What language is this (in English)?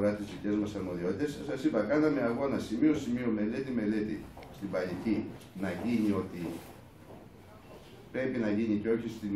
Greek